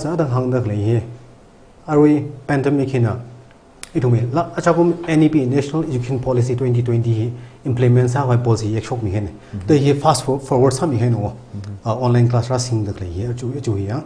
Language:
Tangkhul Naga (India)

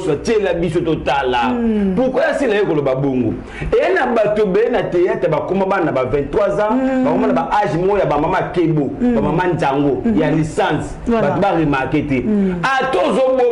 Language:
Lingala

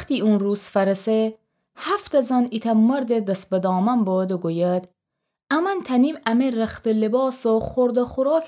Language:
Gilaki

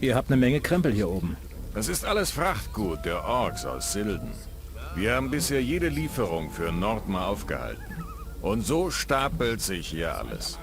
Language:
Bavarian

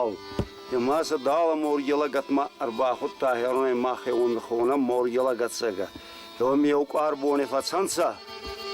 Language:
Ossetic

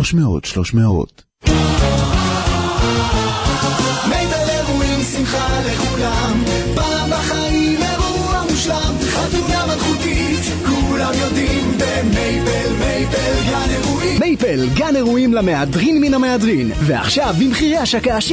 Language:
Hebrew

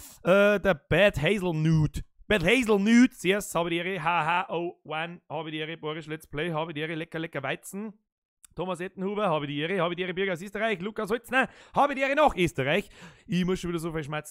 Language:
Bavarian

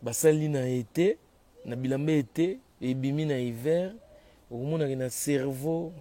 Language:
Lingala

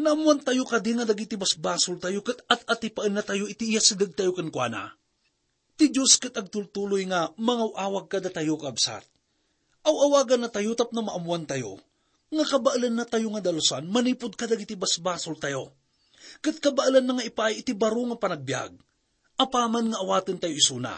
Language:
Iloko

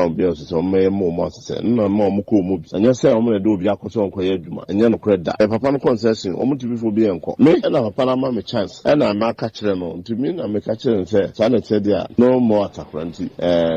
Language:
Akan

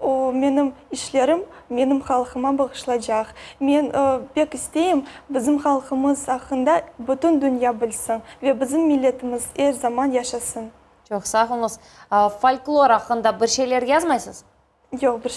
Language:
Crimean Tatar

